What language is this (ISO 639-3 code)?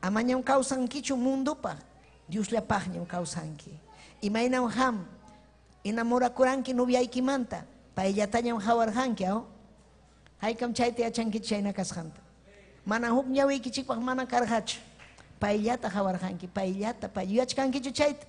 quy